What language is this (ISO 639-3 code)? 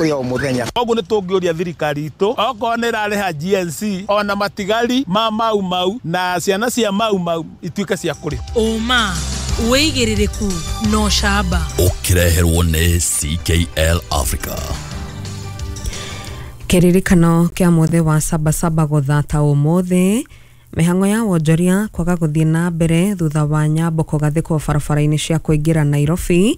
kik